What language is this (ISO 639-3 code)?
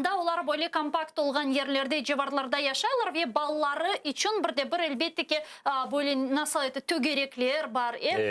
crh